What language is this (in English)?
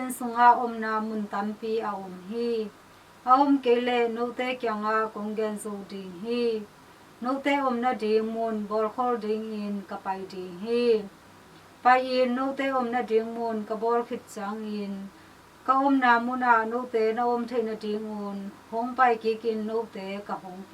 Tedim Chin